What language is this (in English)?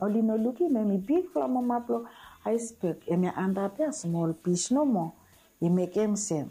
Bislama